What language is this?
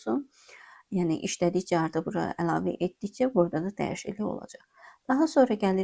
Azerbaijani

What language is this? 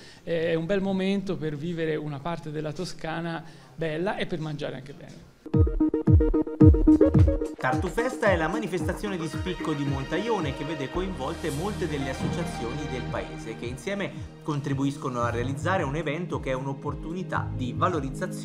Italian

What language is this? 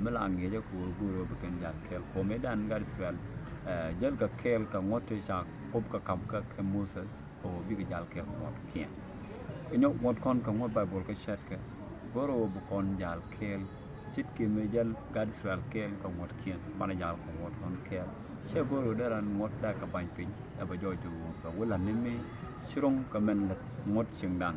Nuer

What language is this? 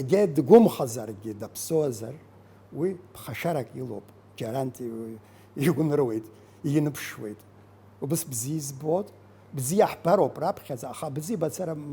Abkhazian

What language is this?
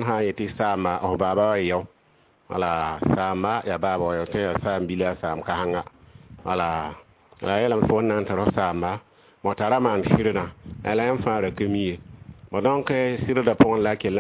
Mossi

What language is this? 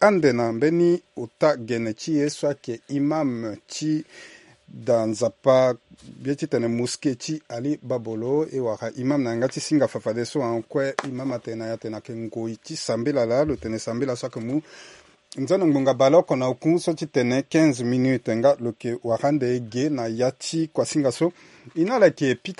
Sango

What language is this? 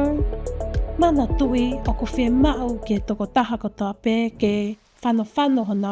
Tongan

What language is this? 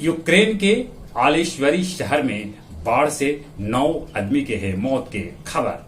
Magahi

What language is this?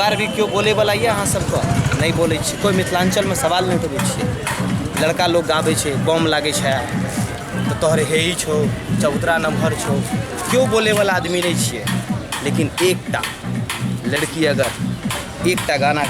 Maithili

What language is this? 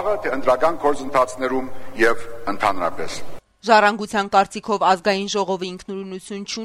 Armenian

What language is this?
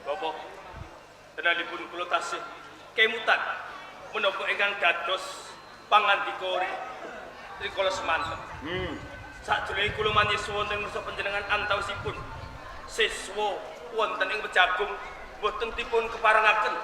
Javanese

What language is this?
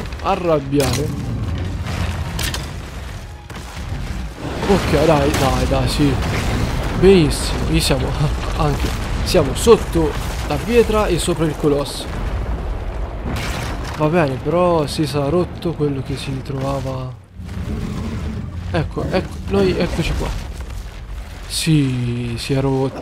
Italian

